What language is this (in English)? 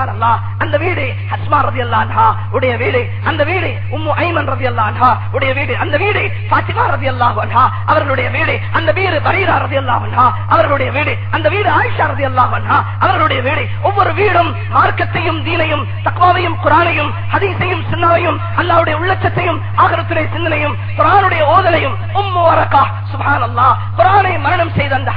Tamil